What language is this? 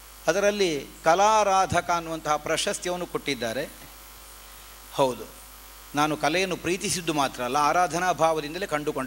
Kannada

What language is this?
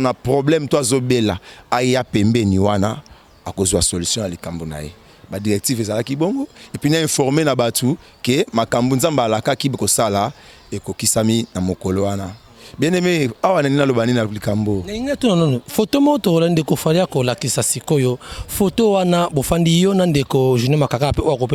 Lingala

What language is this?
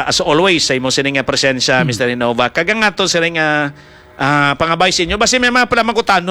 Hiligaynon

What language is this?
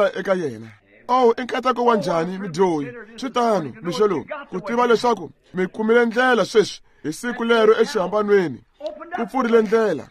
Tsonga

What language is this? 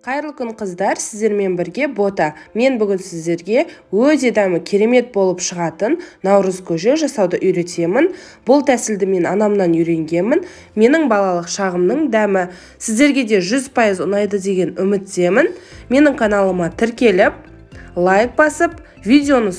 Kazakh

